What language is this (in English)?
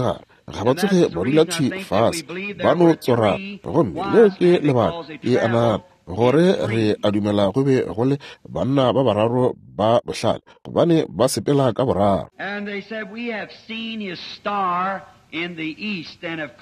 Northern Sotho